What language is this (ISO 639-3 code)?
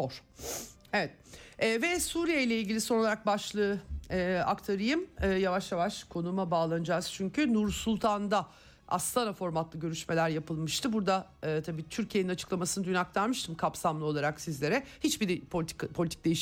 tur